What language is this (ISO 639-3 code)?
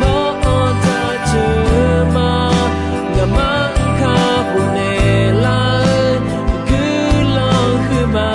ahk